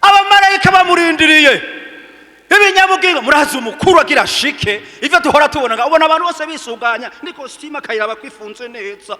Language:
Rundi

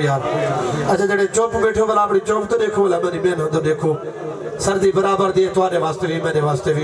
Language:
Saraiki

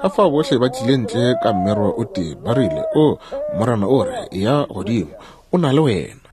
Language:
Northern Sotho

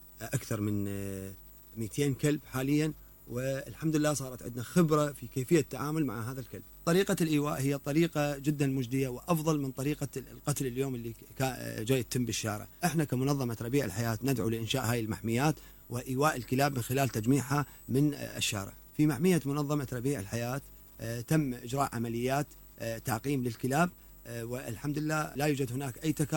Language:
Mesopotamian Arabic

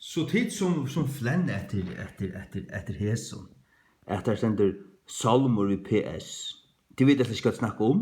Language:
Faroese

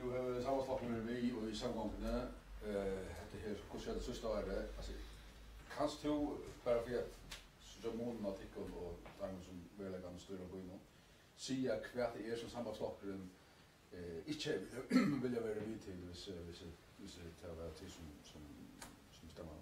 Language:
Faroese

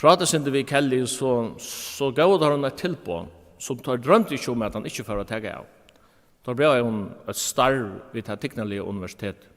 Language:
Faroese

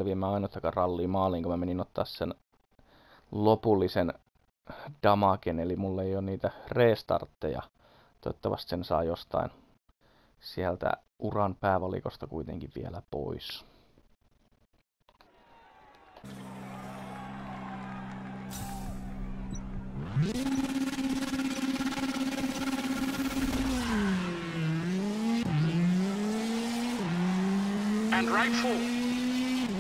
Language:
Finnish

